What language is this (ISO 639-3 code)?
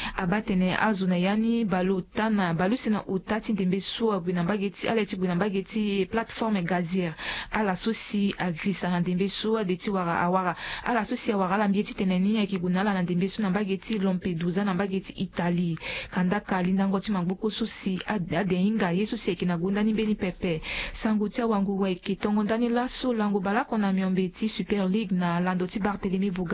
sag